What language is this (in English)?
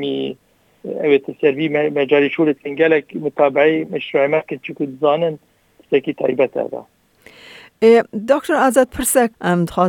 Kurdish